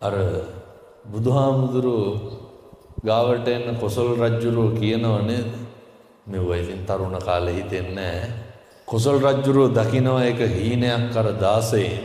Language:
Sinhala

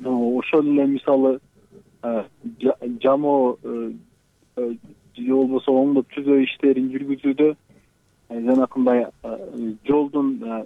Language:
Kyrgyz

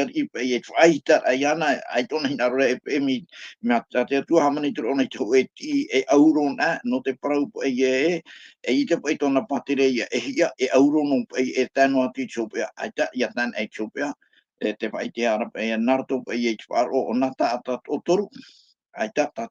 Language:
Tahitian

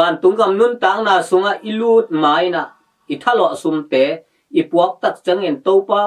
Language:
Tedim Chin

